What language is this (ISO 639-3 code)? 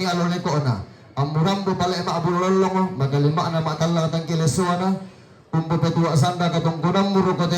sda